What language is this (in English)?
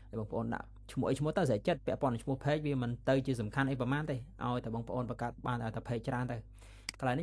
Khmer